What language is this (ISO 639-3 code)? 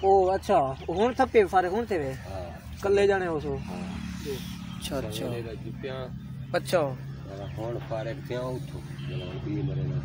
skr